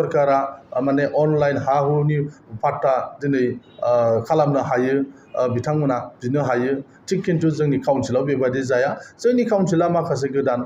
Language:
Bodo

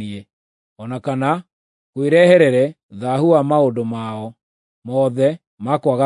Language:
Kikuyu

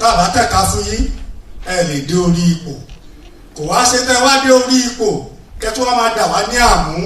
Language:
Yoruba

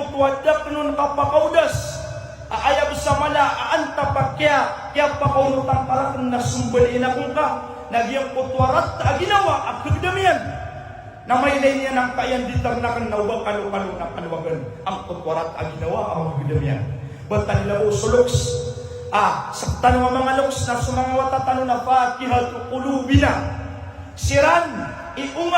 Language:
Maranao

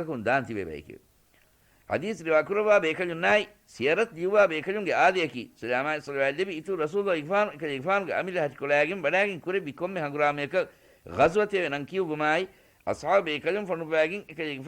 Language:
Divehi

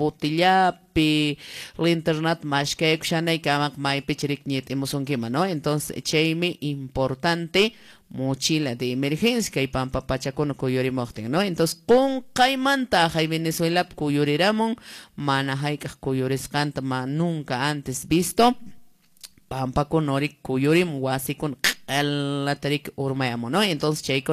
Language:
Quechua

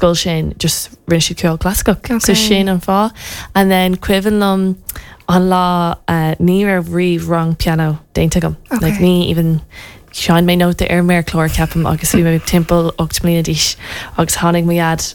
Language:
Irish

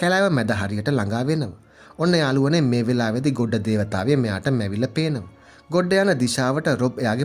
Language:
Sinhala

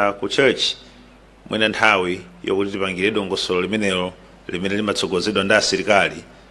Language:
Nyanja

